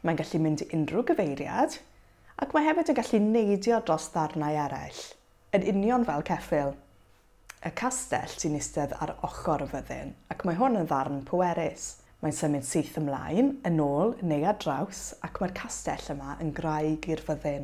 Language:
Welsh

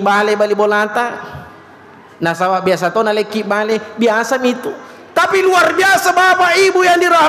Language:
Buginese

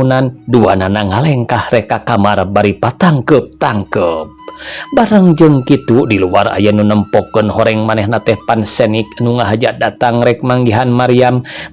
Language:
Sundanese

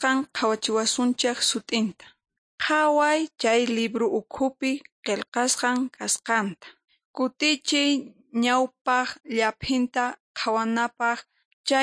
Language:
Quechua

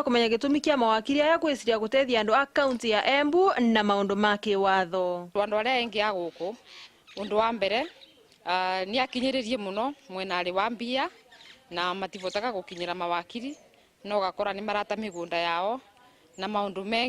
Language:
Meru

